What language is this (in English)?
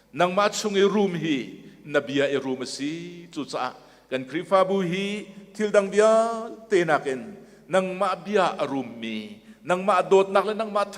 Hakha Chin